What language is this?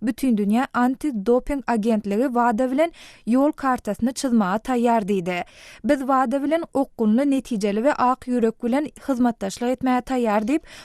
Turkmen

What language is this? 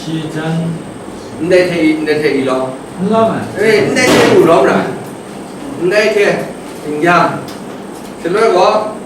Kachin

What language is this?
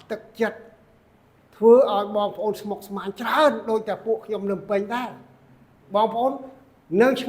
Khmer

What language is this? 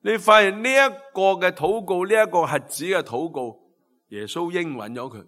Cantonese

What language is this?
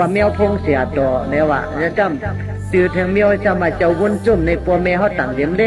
Shan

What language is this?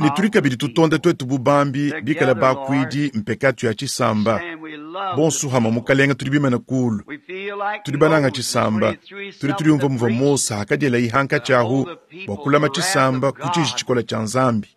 Luba-Lulua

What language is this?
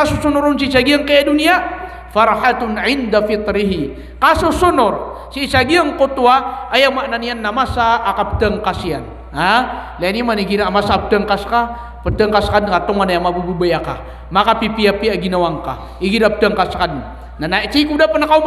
Maranao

